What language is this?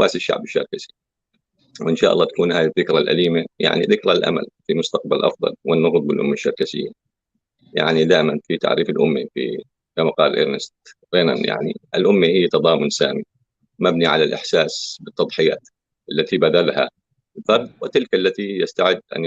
North Levantine Arabic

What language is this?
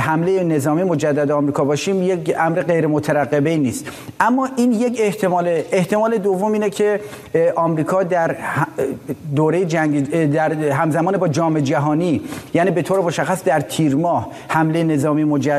Persian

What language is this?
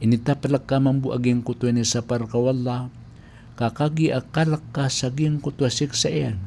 Maranao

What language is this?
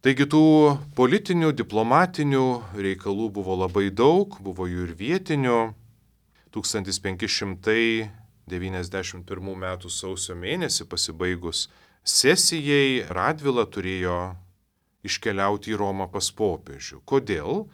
Lithuanian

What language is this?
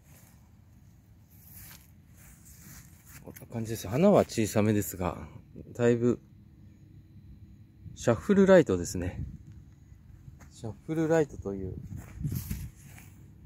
Japanese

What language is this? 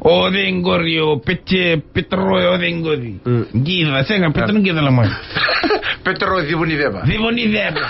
Fijian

